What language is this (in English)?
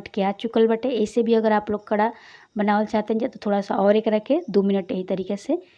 Bhojpuri